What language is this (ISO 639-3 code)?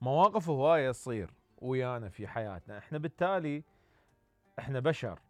acm